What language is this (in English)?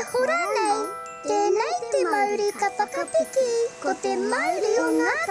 Māori